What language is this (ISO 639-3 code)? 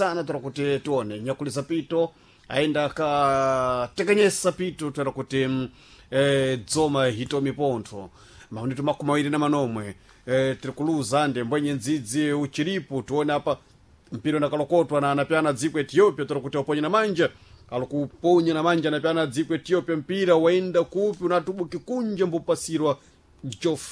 seh